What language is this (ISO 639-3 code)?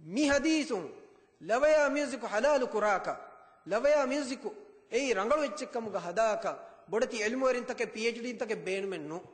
div